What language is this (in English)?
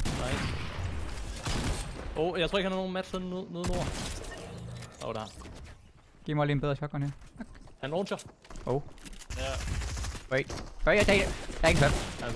Danish